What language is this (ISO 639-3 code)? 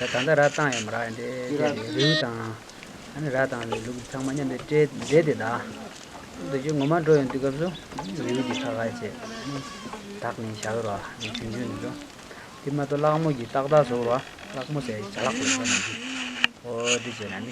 bod